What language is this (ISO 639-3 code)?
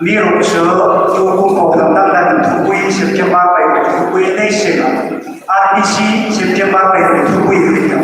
hmr